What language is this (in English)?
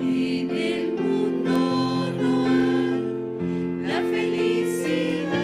South Bolivian Quechua